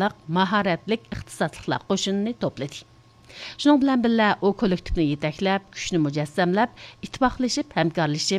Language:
Uyghur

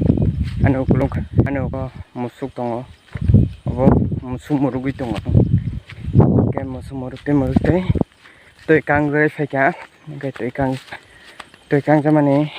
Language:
Kok Borok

